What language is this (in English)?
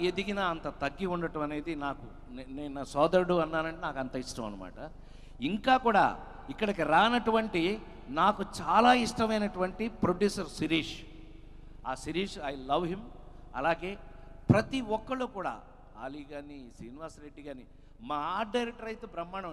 Telugu